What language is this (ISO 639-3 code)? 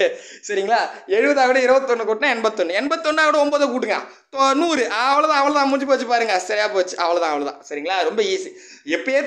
tam